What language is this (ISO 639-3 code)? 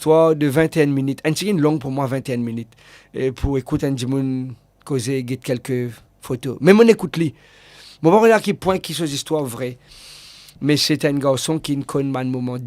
mfe